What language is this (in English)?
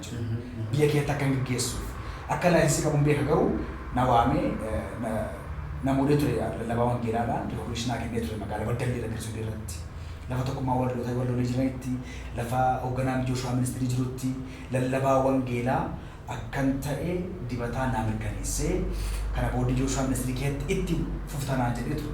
Oromo